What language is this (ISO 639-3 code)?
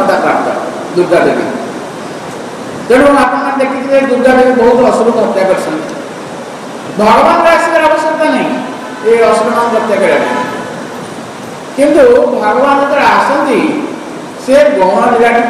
ori